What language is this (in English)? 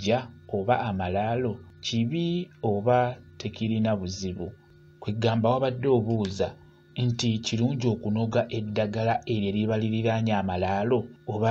Ganda